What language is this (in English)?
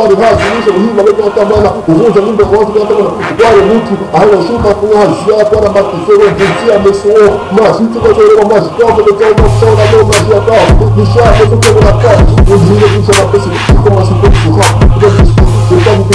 Swahili